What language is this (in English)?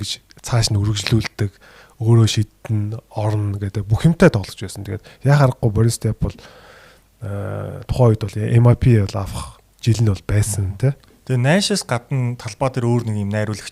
Mongolian